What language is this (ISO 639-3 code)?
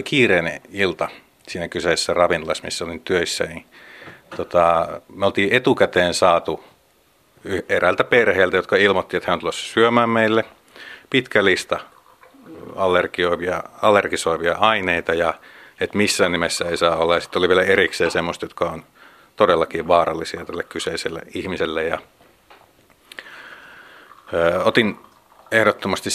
fin